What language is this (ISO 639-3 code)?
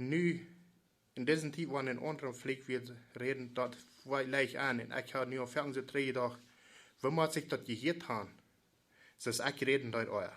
pdt